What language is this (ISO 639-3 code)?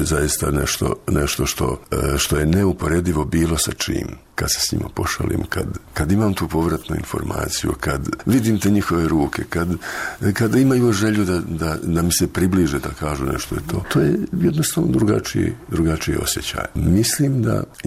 bos